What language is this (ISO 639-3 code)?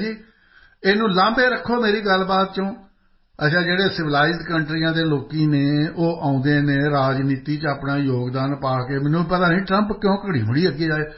pan